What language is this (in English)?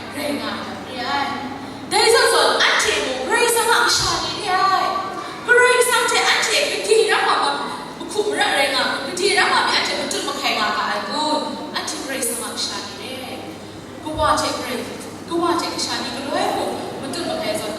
Kachin